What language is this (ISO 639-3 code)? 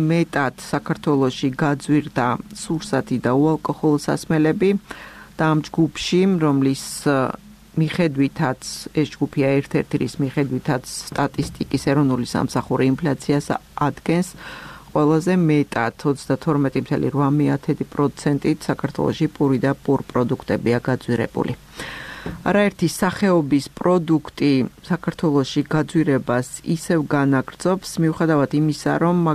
kat